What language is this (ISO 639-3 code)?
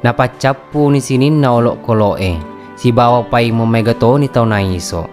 bug